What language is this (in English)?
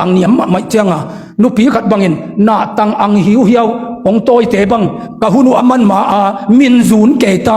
Tedim Chin